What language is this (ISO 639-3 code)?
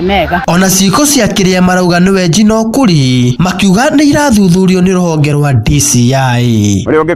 kik